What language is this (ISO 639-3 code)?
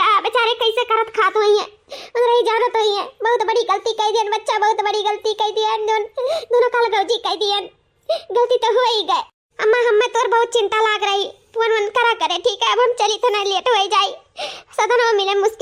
awa